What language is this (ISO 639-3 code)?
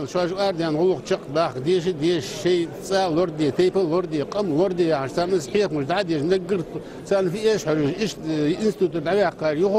inh